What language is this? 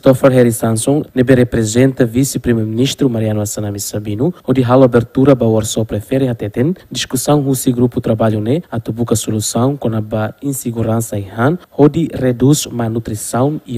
Tetum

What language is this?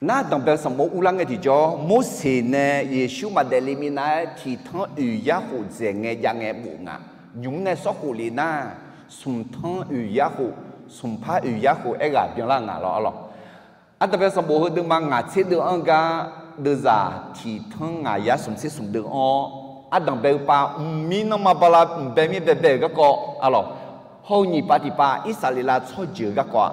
Akha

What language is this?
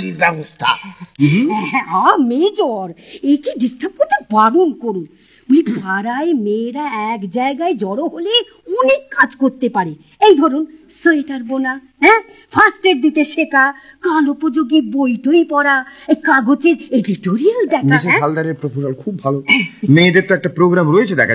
Bangla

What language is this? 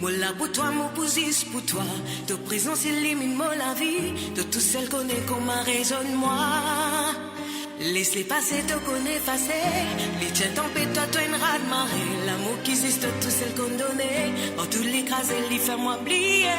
Morisyen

